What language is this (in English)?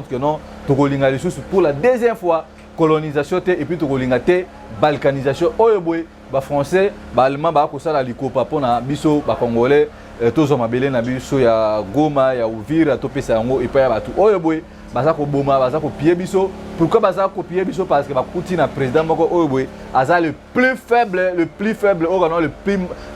Lingala